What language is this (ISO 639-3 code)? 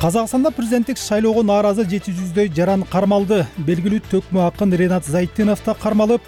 kir